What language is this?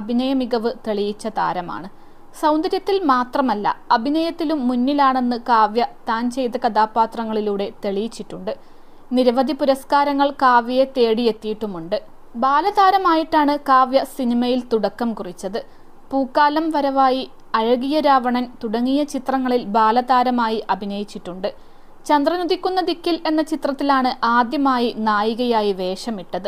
Malayalam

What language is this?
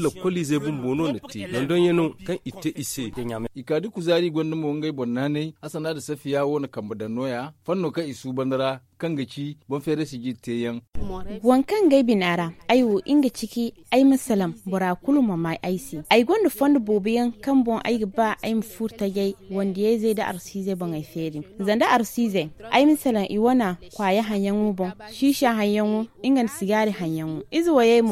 Zarma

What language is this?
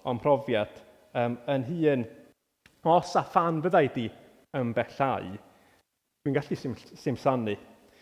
Welsh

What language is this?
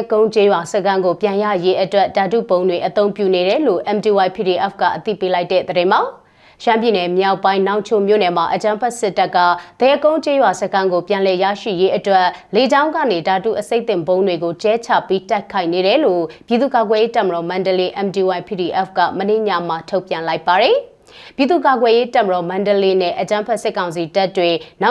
Burmese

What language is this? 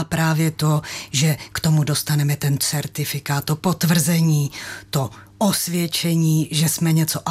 Czech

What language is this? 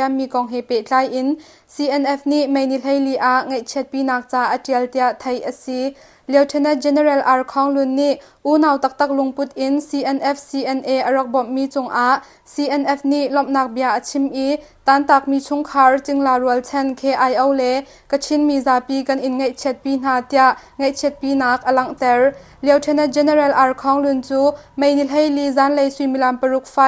Hakha Chin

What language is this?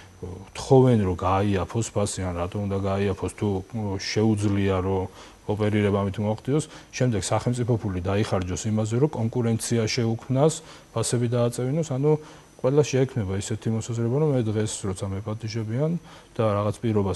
Georgian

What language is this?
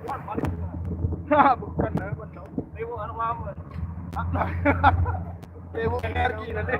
Sasak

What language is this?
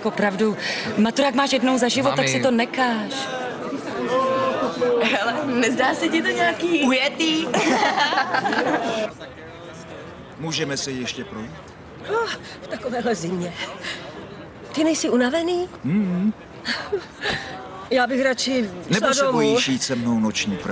Czech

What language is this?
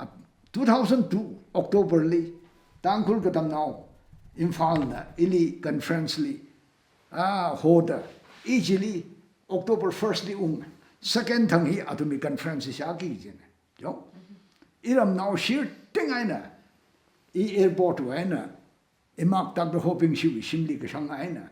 Tangkhul Naga (India)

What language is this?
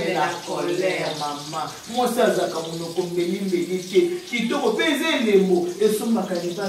Lingala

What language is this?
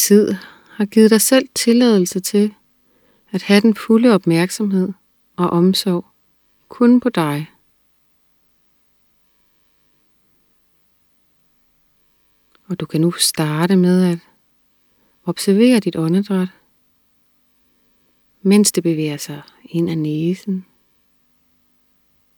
Danish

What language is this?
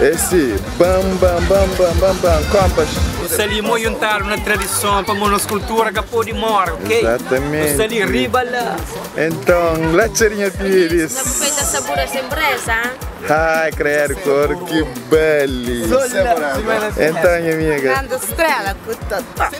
Kabuverdianu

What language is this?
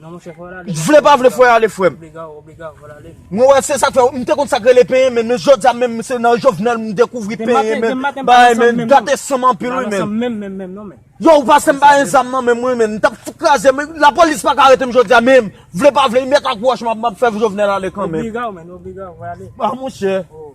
Haitian Creole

